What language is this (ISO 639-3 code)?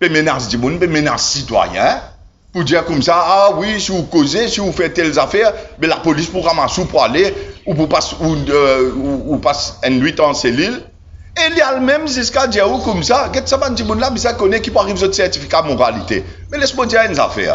mfe